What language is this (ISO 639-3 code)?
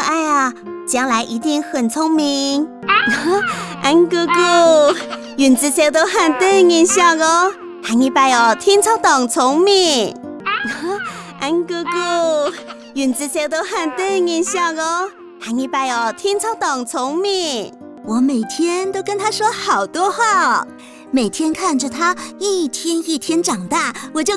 hak